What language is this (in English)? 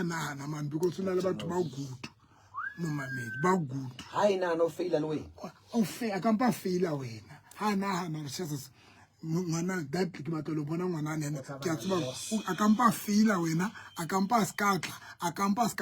Southern Sotho